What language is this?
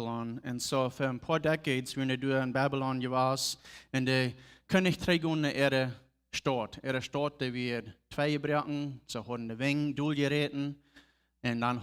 Plautdietsch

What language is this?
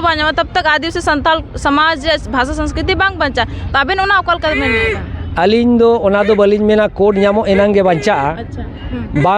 Santali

